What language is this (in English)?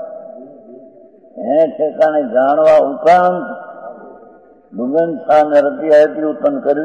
Gujarati